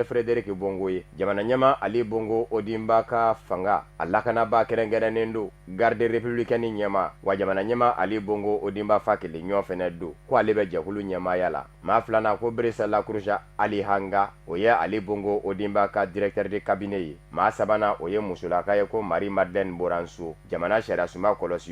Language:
Bambara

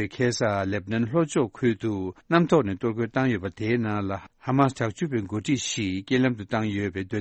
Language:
Tibetan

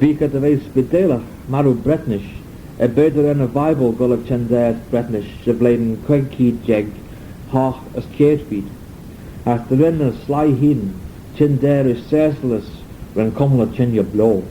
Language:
Manx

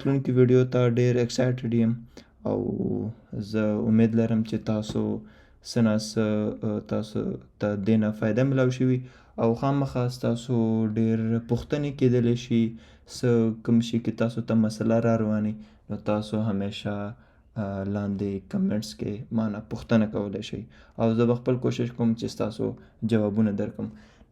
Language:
Pashto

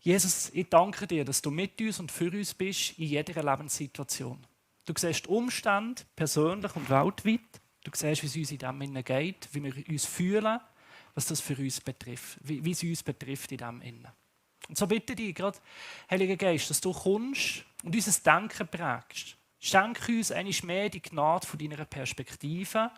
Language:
Swiss German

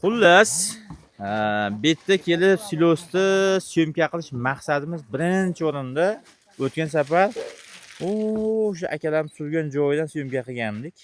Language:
Uzbek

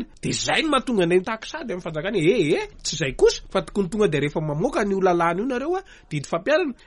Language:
Malagasy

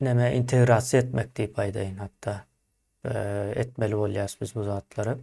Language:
Turkmen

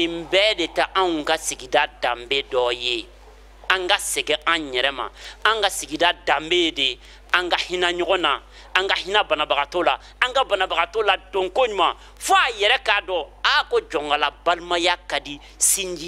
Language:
Bambara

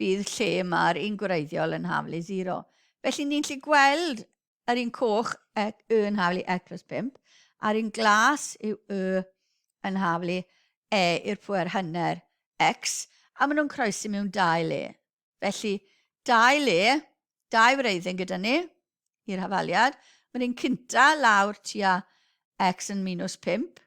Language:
Welsh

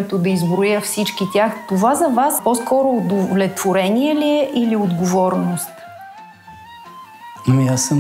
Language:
Bulgarian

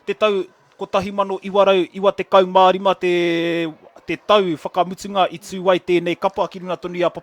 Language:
Māori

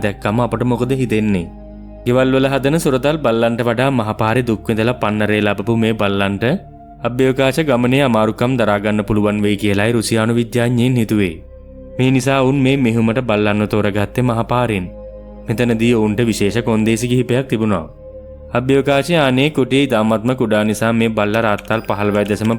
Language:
Sinhala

